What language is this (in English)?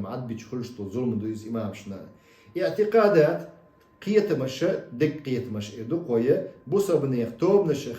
Chechen